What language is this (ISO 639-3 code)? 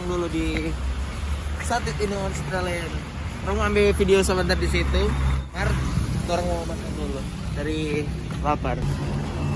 xmm